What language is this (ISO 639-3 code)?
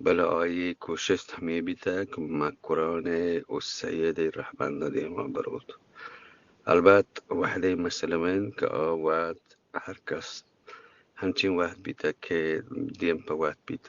bgp